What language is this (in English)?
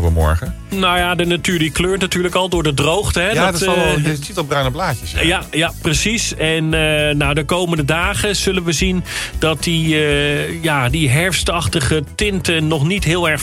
Dutch